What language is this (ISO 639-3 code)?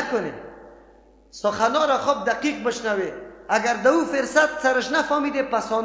fas